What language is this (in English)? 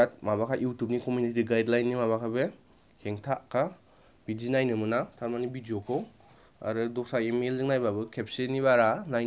Bodo